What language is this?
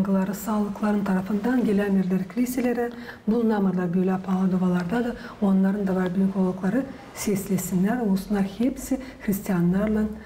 Gagauz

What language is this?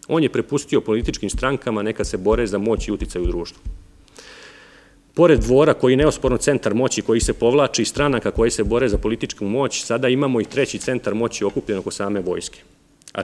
Serbian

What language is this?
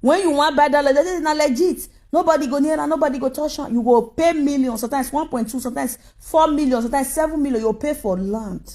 Nigerian Pidgin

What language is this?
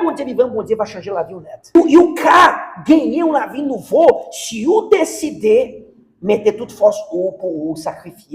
Haitian Creole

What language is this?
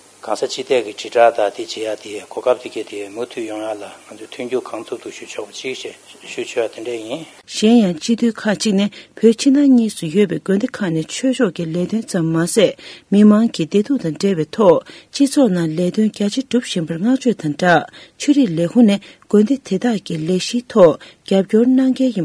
Tibetan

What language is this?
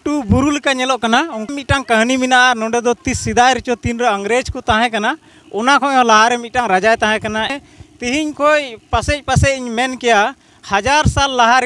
Santali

